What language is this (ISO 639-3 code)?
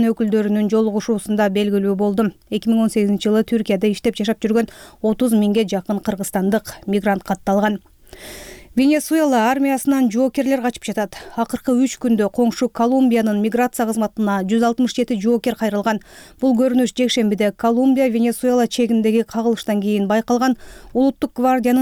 kir